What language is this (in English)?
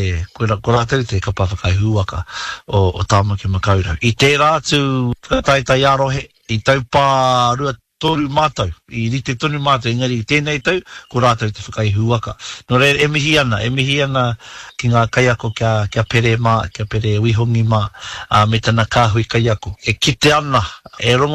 Māori